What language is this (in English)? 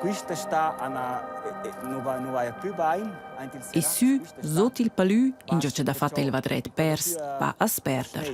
Romansh